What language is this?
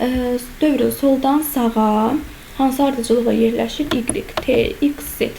Azerbaijani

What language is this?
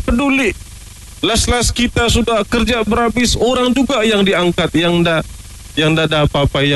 Malay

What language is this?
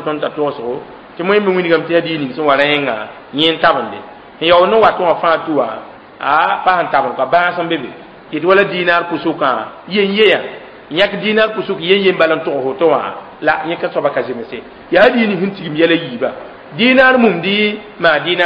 Mossi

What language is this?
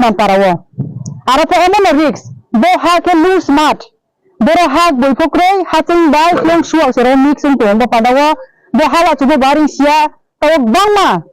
Riang (India)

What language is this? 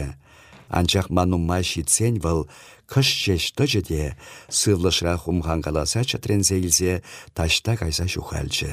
Chuvash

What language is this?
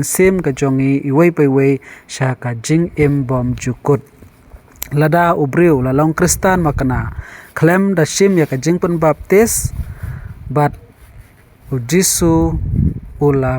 Khasi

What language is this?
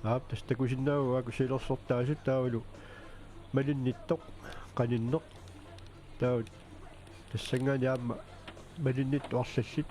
Kalaallisut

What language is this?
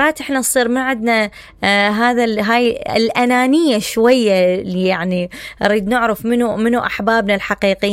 Mesopotamian Arabic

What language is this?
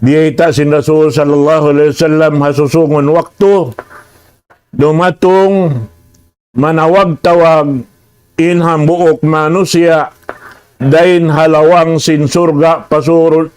Tausug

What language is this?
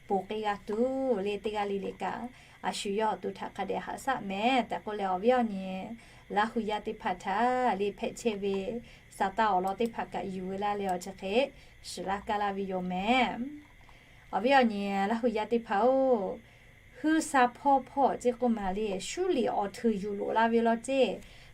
Lahu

